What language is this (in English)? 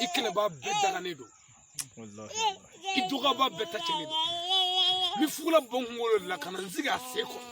Bambara